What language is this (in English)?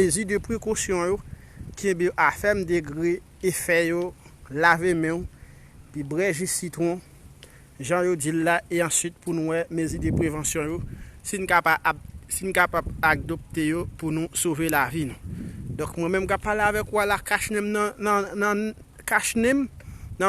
Haitian Creole